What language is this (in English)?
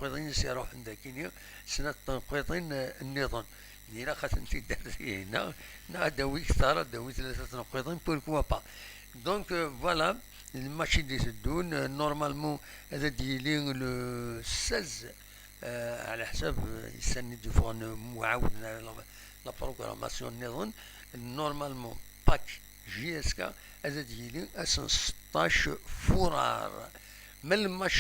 Kabyle